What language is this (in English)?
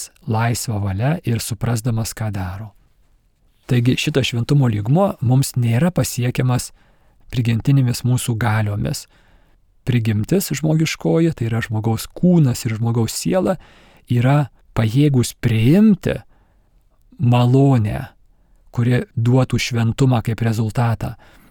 Lithuanian